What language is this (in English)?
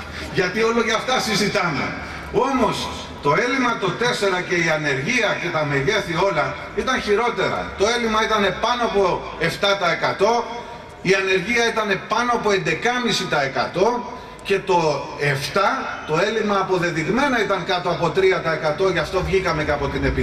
Greek